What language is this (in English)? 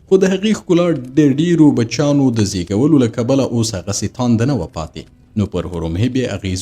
Pashto